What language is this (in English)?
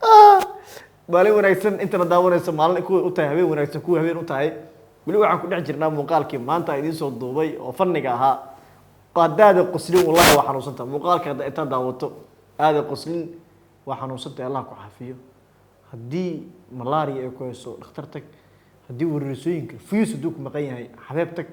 Somali